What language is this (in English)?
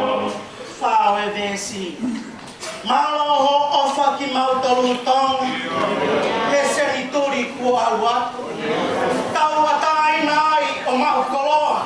Tongan